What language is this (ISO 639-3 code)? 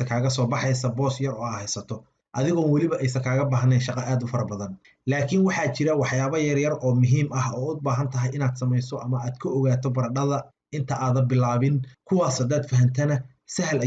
som